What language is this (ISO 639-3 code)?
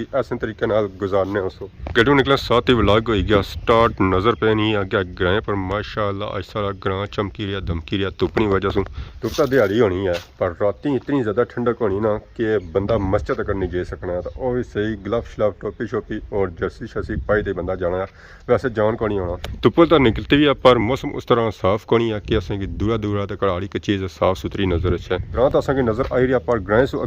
phr